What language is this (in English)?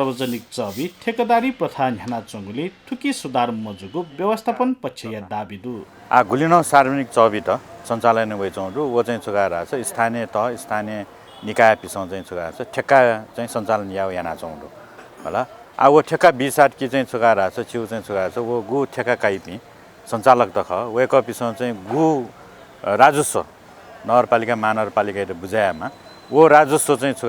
Newari